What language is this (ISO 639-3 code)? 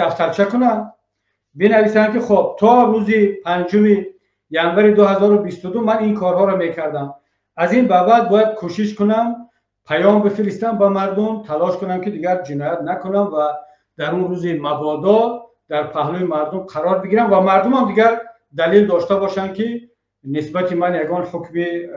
tgk